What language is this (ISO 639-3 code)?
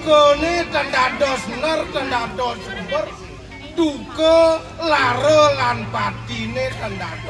ban